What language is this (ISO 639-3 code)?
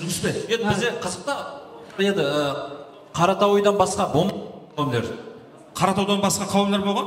kaa